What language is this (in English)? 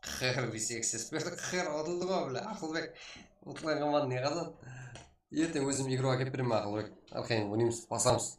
Kara-Kalpak